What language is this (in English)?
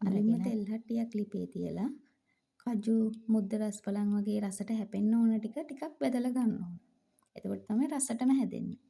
Sinhala